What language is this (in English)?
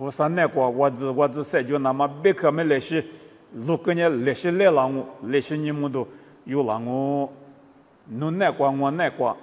Lisu